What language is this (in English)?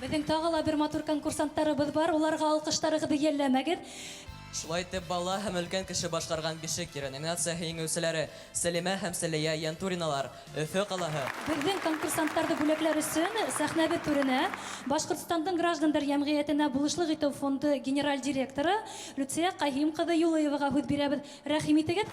Bashkir